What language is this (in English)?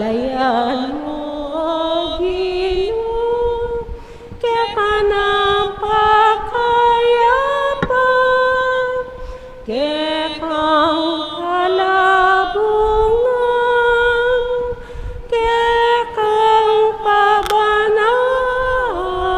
Pampanga